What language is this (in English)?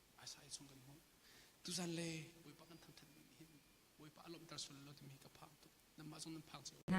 Hakha Chin